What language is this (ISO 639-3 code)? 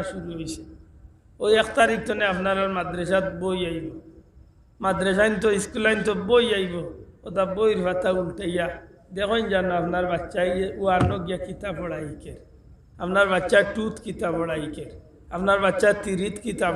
syl